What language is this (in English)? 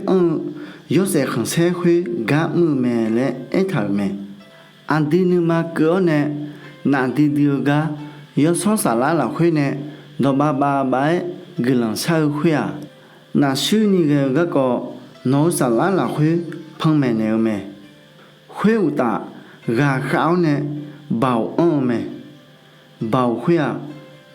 Akha